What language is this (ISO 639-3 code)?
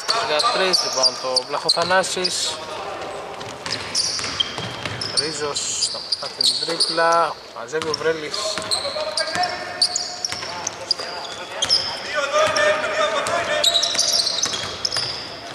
ell